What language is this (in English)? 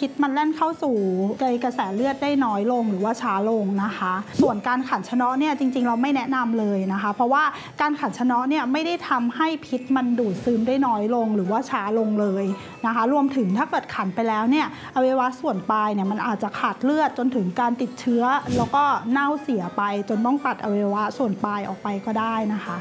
Thai